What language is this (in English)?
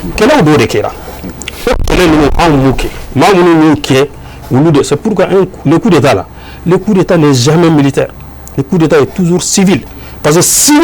Bambara